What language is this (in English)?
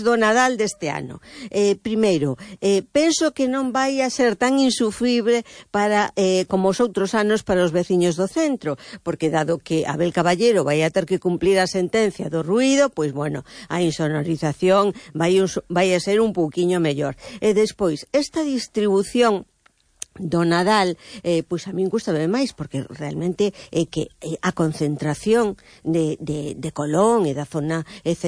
Galician